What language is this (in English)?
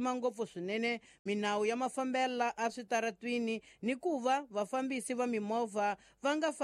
Tsonga